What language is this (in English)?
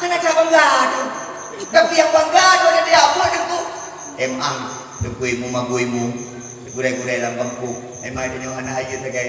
Achinese